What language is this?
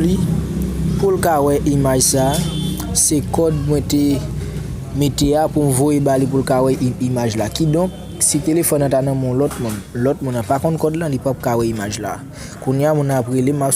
Haitian Creole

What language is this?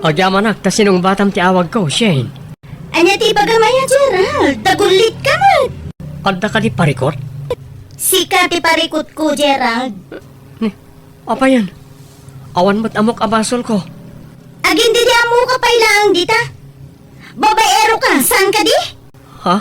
Iloko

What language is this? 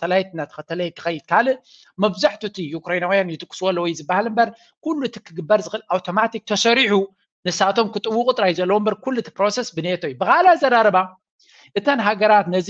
Tigrinya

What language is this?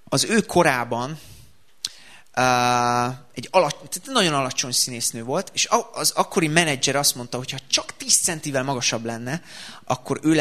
Hungarian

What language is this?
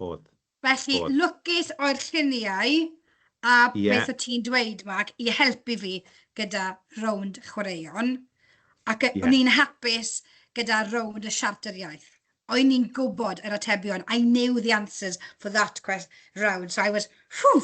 Welsh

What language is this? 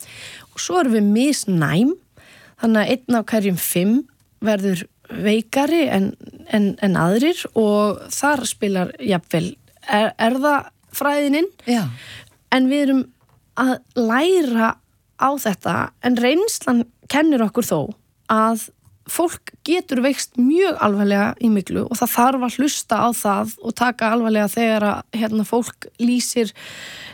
Icelandic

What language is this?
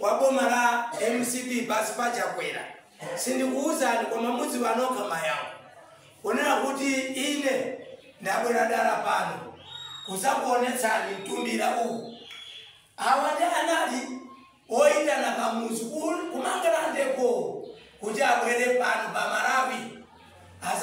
Nyanja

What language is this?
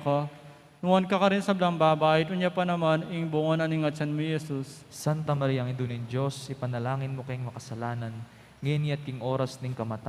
Pampanga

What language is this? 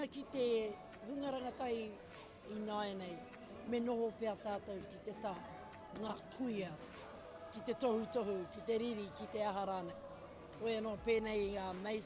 Māori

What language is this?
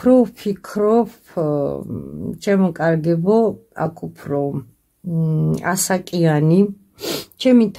Georgian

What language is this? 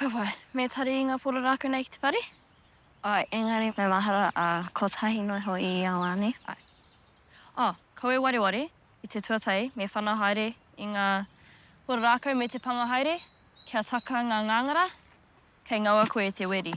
Māori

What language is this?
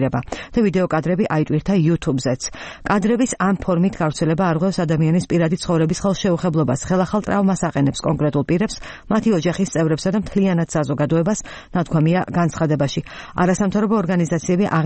Georgian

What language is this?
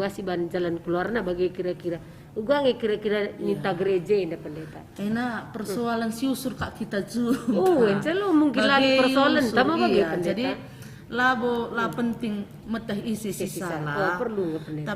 Batak Karo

